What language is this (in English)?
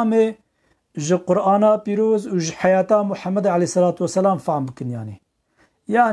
Kurdish